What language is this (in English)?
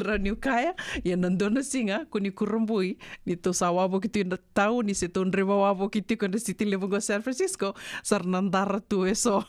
Fijian